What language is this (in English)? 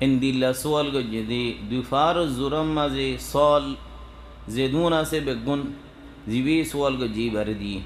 Rohingya